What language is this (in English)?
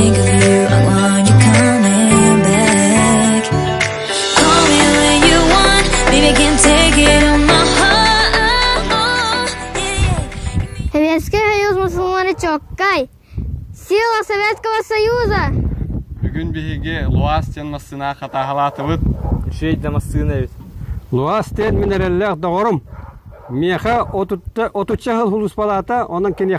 Yakut